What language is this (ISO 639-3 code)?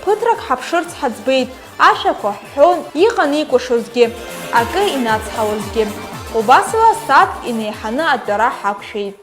abk